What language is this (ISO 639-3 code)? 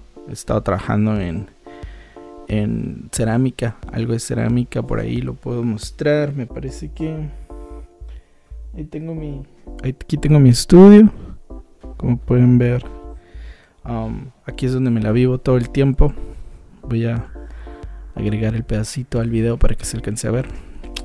spa